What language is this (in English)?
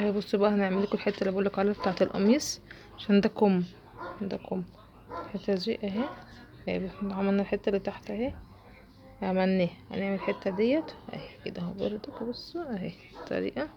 Egyptian Arabic